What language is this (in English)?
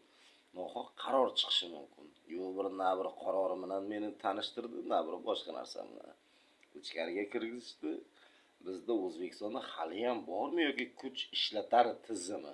Uzbek